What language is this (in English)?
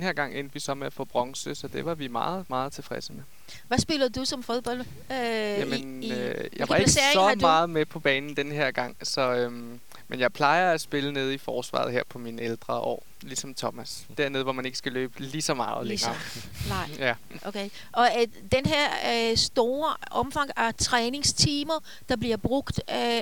Danish